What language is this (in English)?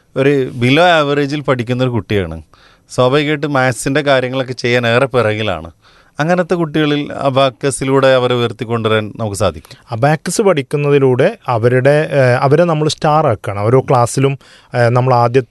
Malayalam